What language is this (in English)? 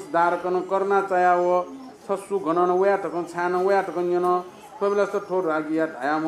Newari